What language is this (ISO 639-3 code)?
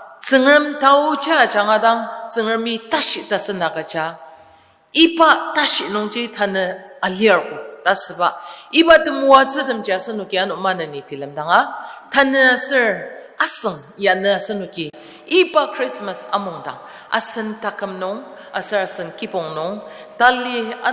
njo